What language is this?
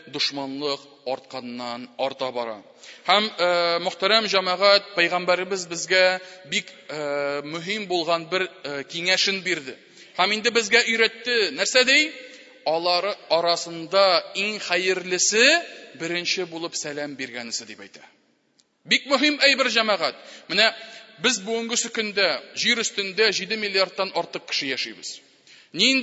Tatar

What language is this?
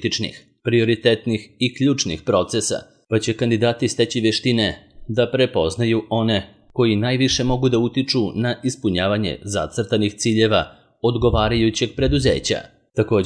Serbian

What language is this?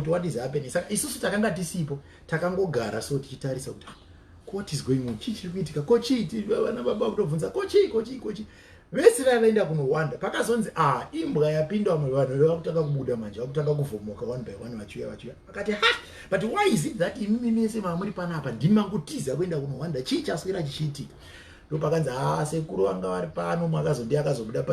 Shona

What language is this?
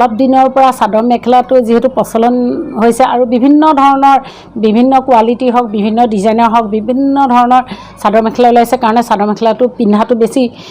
Assamese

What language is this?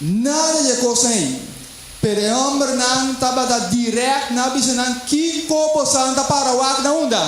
Papiamento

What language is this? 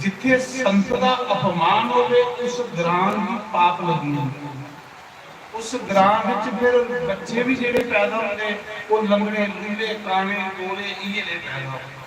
Dogri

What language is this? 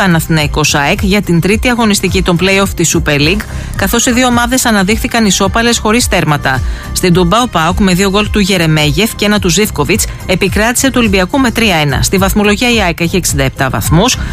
Greek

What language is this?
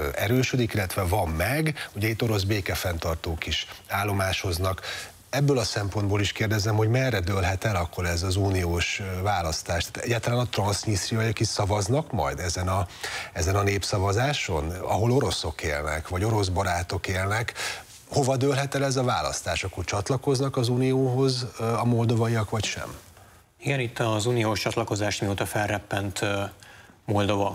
Hungarian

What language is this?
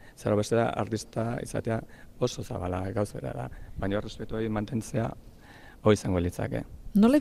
Basque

